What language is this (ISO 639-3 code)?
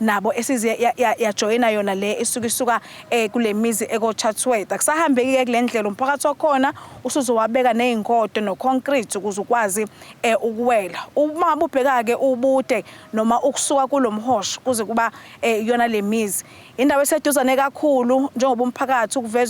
zul